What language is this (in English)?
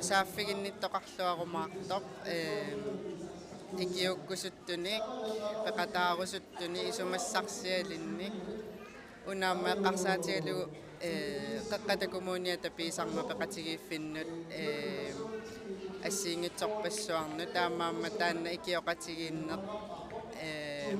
Kalaallisut